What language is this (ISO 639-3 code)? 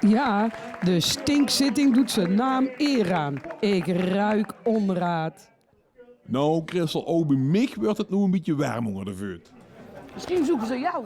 lim